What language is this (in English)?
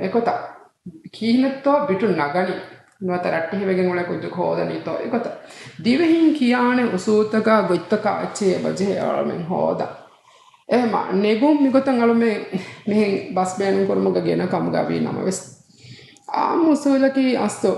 Divehi